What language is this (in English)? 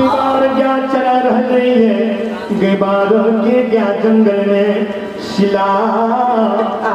Maithili